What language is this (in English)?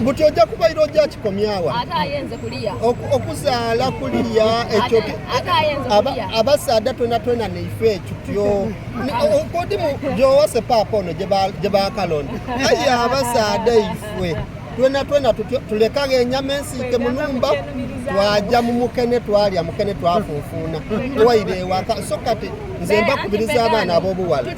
Soga